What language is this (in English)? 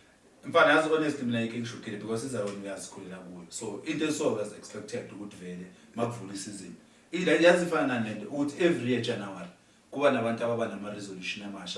Zulu